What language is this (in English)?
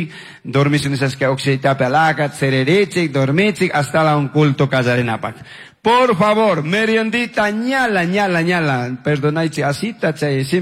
Chimborazo Highland Quichua